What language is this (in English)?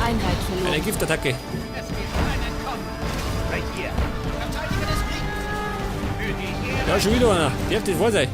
Bavarian